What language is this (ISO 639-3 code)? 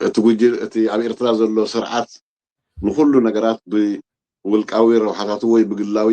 tir